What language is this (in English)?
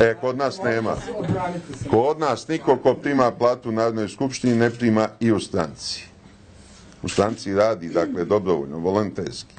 Serbian